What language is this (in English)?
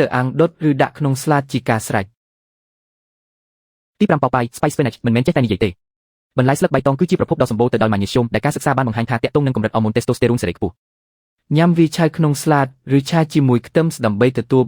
Khmer